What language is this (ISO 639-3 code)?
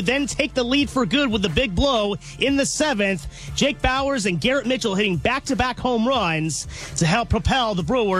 eng